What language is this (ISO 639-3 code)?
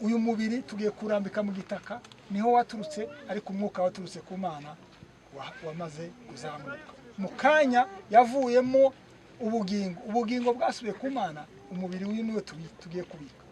kin